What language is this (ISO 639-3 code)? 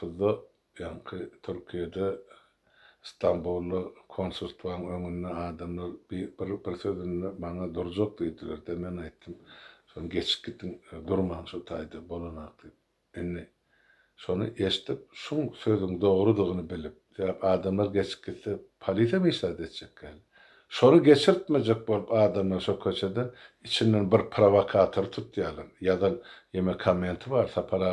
tuk